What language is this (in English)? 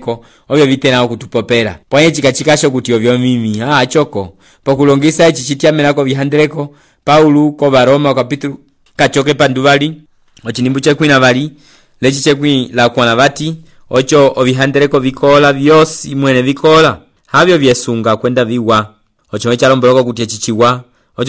Umbundu